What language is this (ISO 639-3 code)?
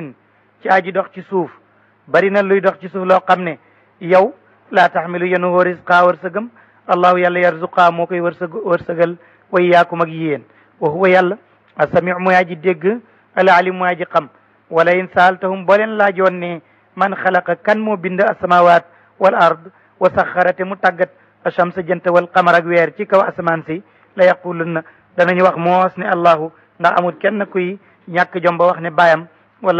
wol